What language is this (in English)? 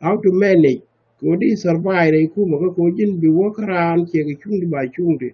Nuer